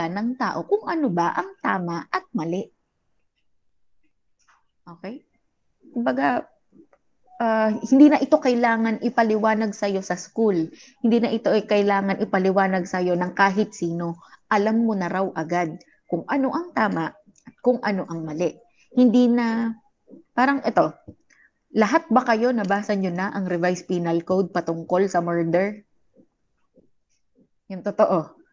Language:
Filipino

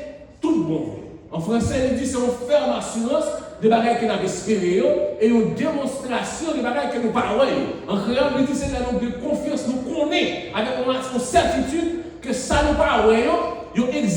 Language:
Haitian Creole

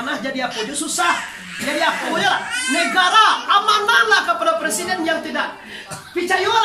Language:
Minangkabau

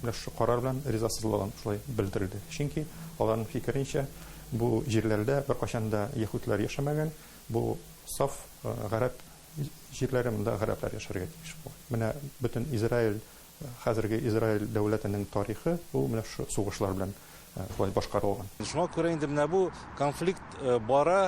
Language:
Tatar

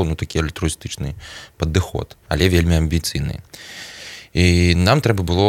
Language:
Belarusian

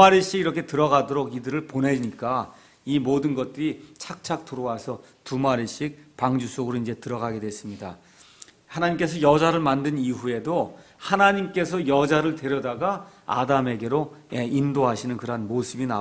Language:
Korean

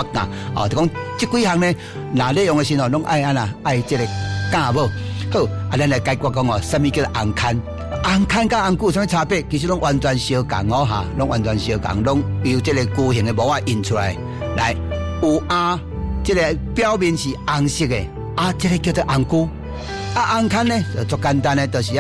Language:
Min Nan Chinese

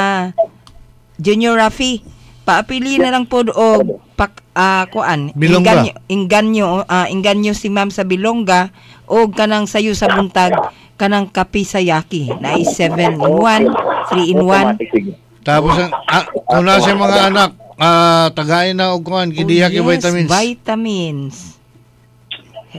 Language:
Cebuano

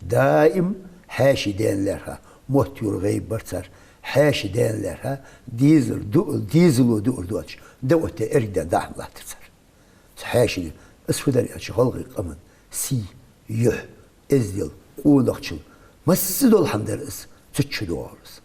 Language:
Ingush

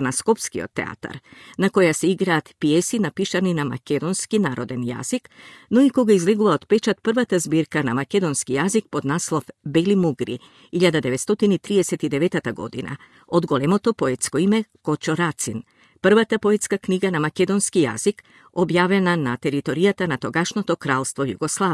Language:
Macedonian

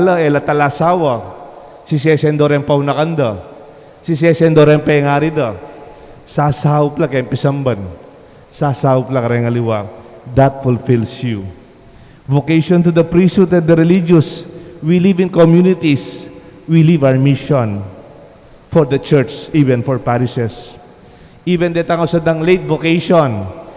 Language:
Pampanga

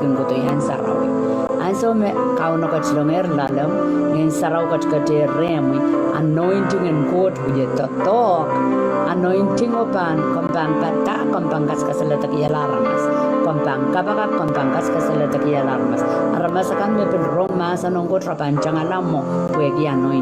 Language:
Pohnpeian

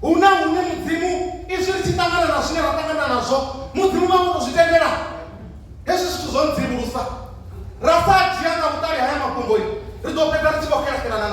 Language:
Venda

